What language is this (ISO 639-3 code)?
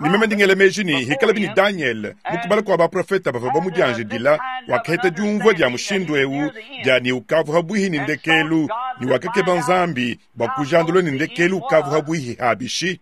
lua